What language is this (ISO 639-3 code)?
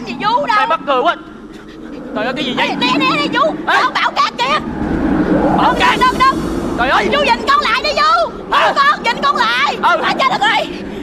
vie